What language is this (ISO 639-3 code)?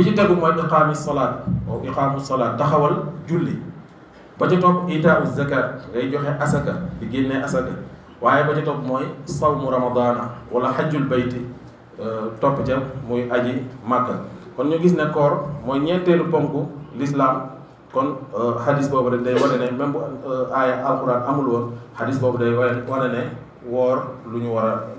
wol